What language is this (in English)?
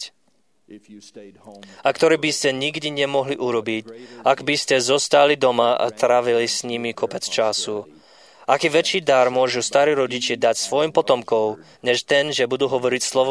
Slovak